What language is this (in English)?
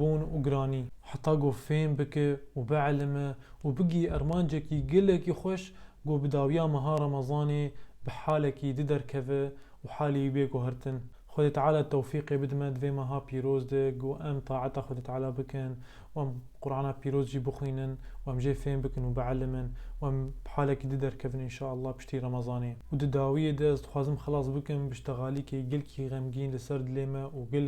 Kurdish